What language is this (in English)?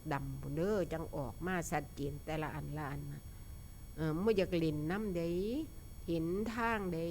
Northeastern Thai